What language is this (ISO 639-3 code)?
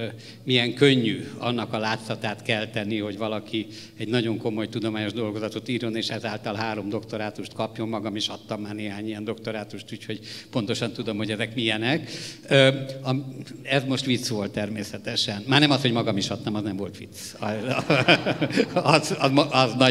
hun